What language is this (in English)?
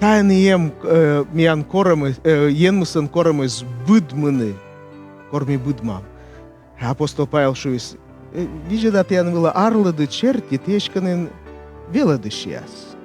Komi